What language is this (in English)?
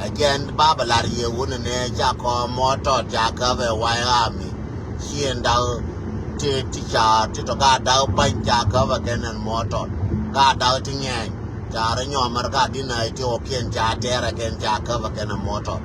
Nuer